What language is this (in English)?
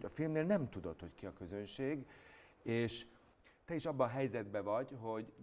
Hungarian